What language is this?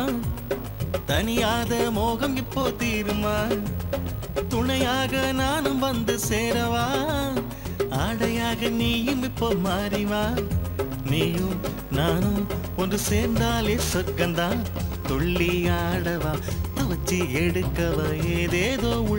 Tamil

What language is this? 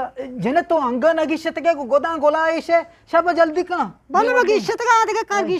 Eastern Balochi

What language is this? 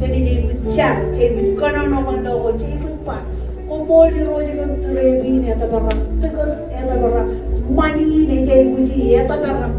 Marshallese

